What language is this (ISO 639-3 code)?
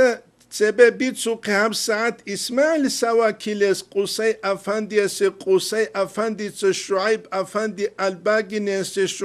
ava